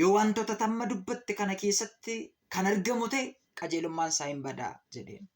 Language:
Oromo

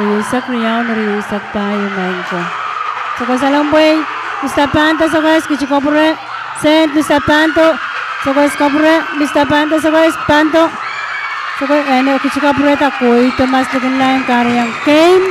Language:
Pohnpeian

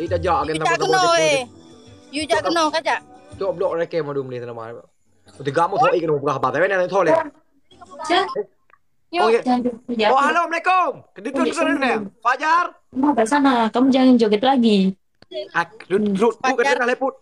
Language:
Achinese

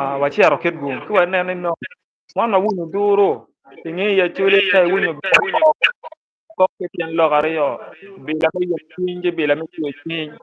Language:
Acoli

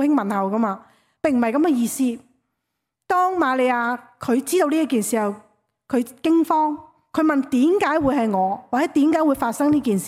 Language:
Cantonese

